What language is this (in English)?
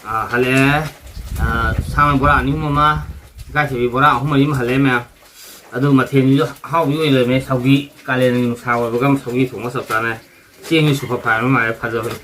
Manipuri